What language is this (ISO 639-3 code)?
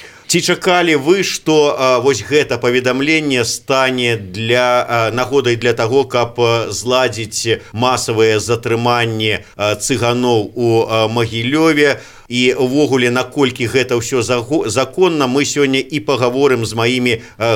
bel